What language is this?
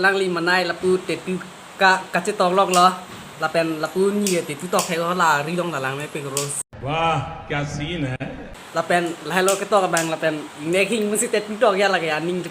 Karbi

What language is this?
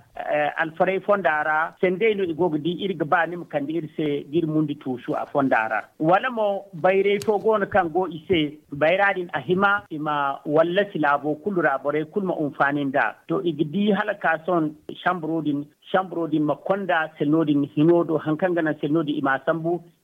Zarma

